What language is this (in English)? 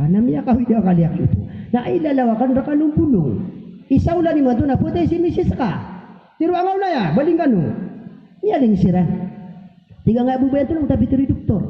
Maranao